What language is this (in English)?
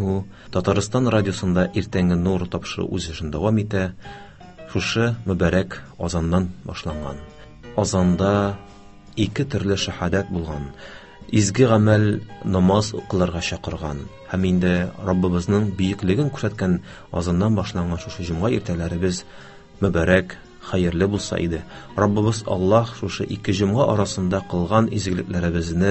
Tatar